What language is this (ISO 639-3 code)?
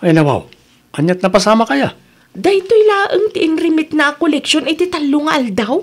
ilo